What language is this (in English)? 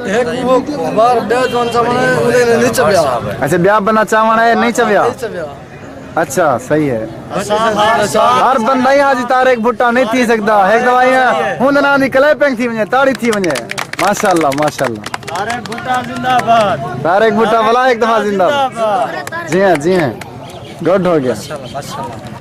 Saraiki